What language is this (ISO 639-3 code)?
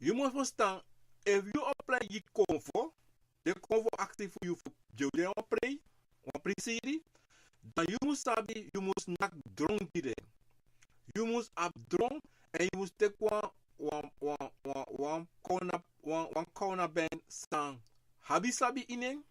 srn